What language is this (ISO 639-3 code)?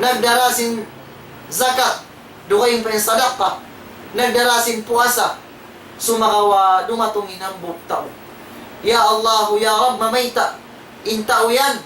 tsg